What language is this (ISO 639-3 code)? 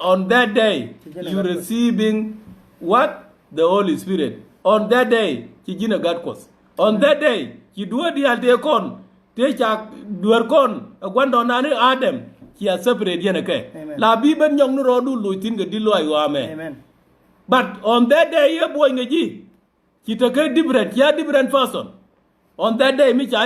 nus